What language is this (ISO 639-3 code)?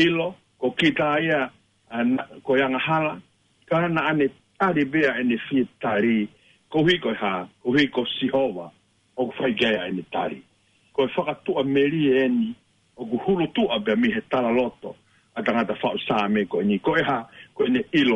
ton